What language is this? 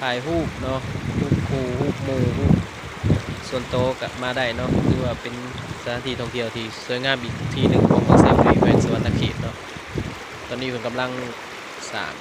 Lao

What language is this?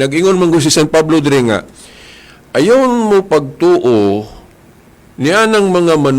Cebuano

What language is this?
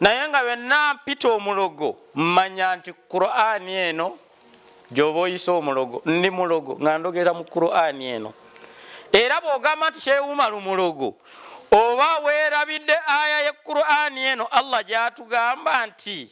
Ganda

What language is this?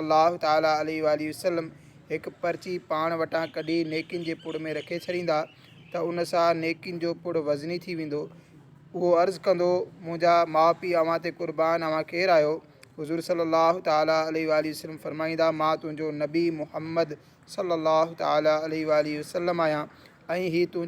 Sindhi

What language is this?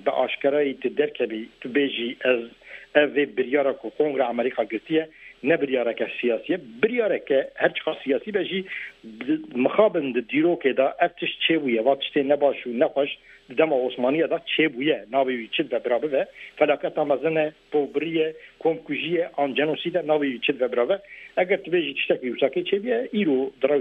Kurdish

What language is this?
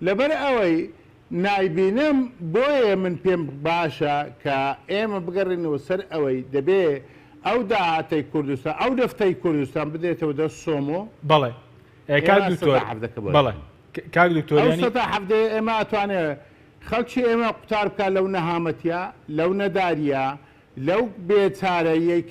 Central Kurdish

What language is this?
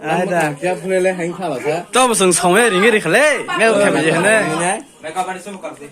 Kok Borok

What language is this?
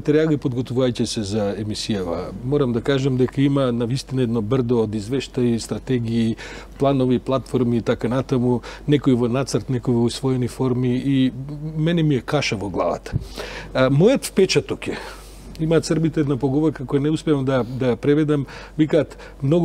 Macedonian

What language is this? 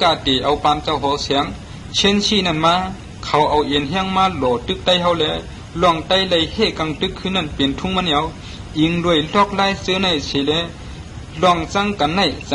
Shan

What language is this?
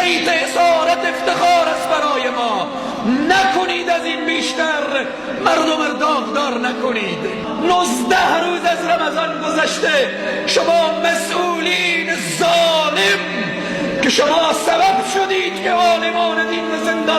Persian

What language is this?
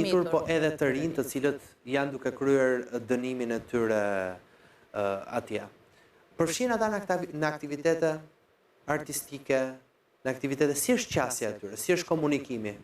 Albanian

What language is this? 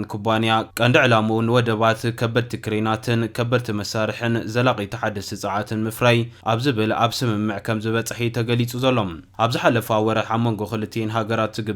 Tigrinya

